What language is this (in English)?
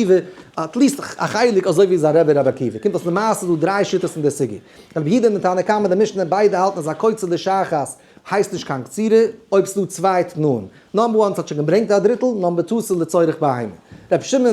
Yiddish